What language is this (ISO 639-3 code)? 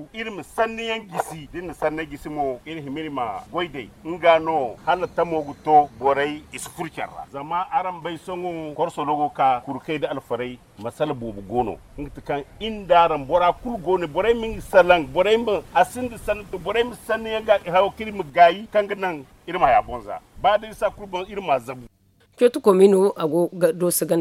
dje